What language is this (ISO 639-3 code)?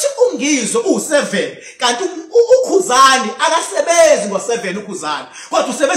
zul